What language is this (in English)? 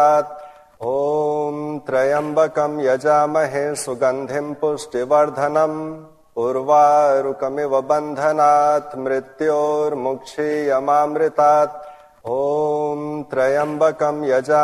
Sanskrit